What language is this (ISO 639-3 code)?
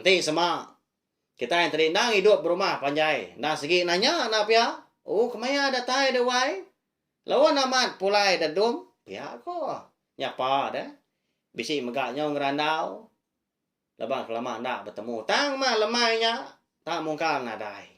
iba